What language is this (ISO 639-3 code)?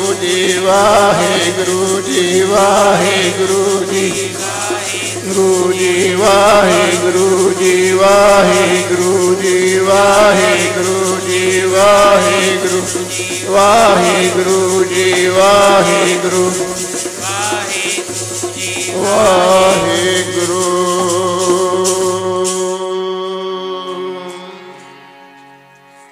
pan